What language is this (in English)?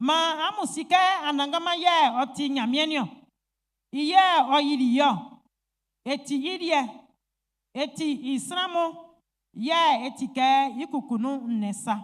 Baoulé